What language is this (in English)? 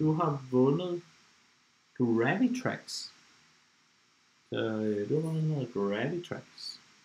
Danish